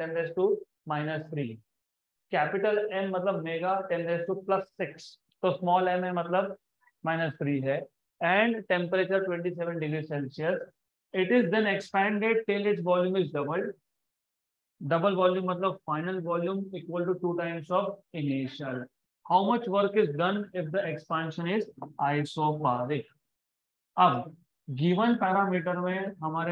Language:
Hindi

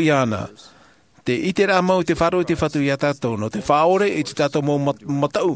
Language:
Tahitian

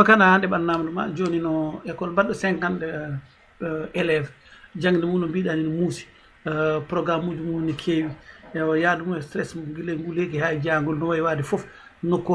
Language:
Fula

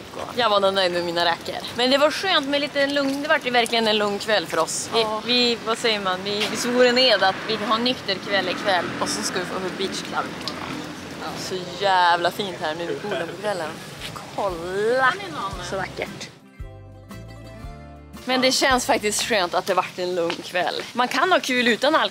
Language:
Swedish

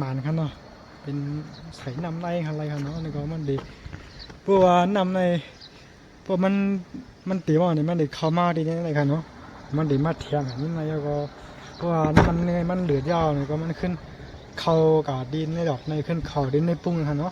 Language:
Shan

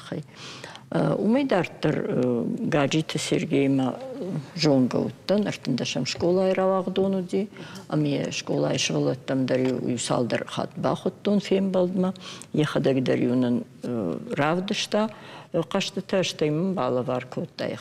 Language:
Ossetic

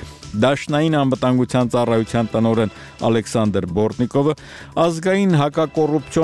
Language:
Armenian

